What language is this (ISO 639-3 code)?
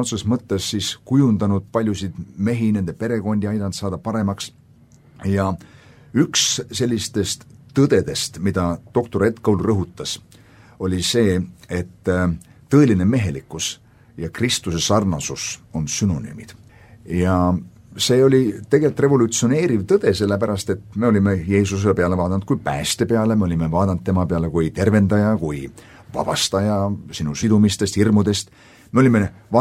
est